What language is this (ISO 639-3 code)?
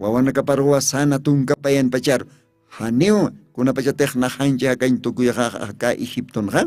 aym